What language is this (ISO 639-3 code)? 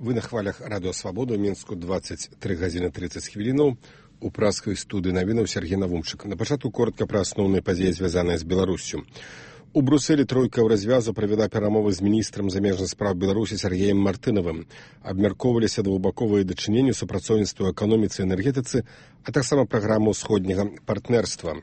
bel